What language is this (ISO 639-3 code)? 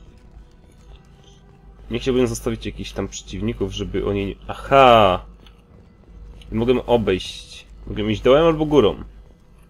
pol